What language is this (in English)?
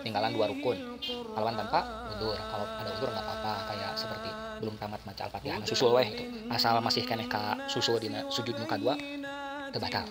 Sundanese